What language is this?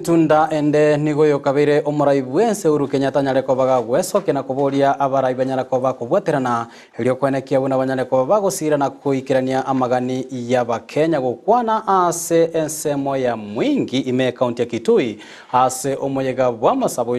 Gusii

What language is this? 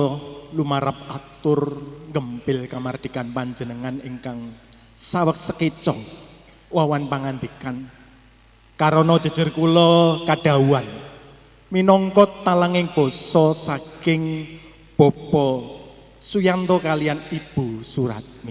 Javanese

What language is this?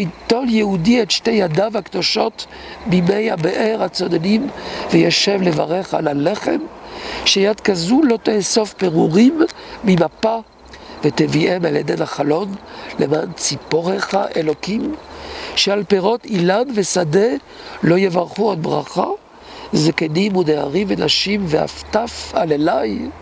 Hebrew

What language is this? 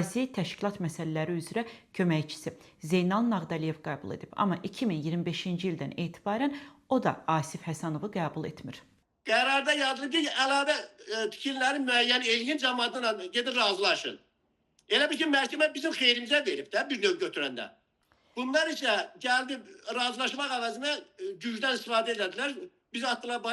Azerbaijani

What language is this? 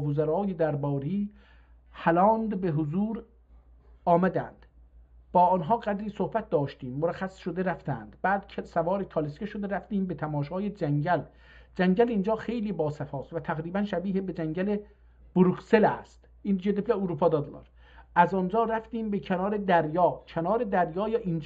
South Azerbaijani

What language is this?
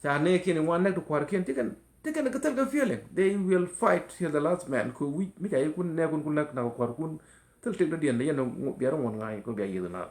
Nuer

